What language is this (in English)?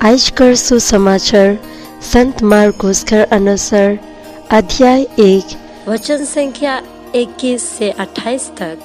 Sadri